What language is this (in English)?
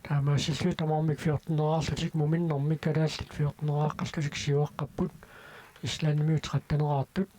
Kalaallisut